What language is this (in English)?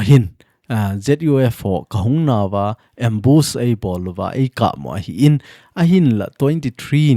Thado Chin